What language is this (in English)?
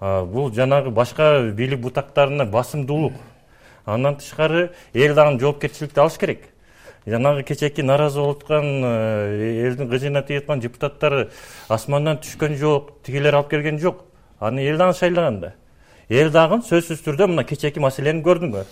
Kyrgyz